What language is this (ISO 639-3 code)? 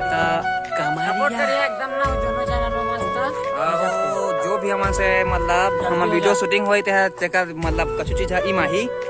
hne